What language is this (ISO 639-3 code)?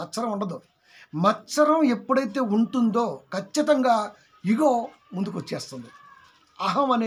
tel